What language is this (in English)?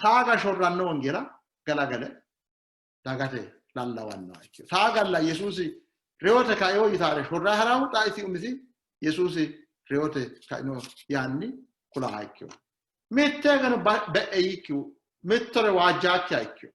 Sidamo